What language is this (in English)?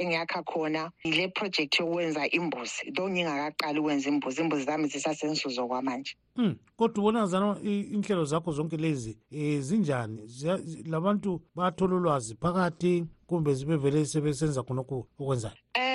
North Ndebele